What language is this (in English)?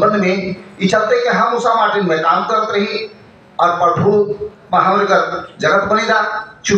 Sadri